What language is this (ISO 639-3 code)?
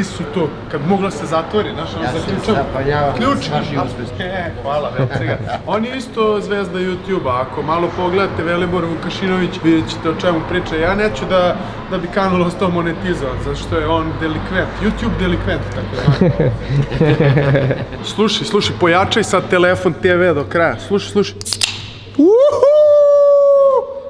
srp